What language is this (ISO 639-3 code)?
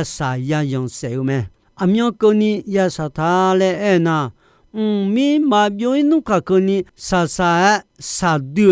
ahk